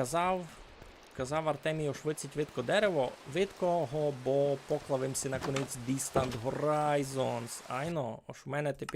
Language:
Rusyn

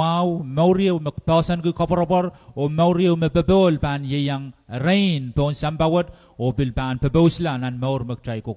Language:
Pohnpeian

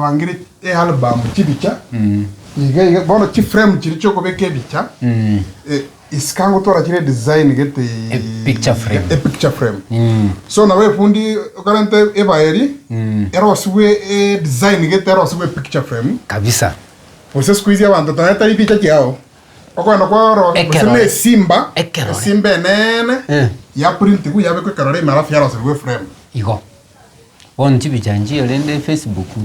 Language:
Gusii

